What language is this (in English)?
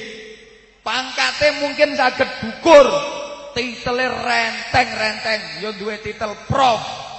Javanese